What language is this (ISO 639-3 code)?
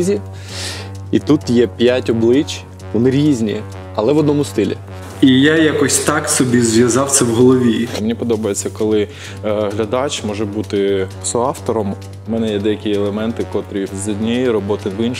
ukr